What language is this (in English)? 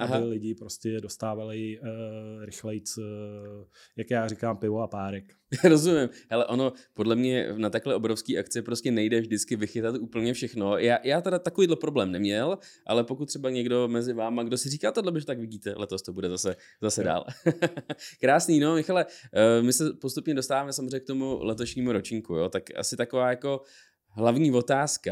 Czech